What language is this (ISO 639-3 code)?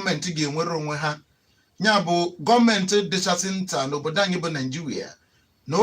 ibo